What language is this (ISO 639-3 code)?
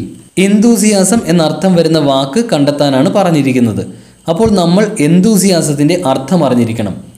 mal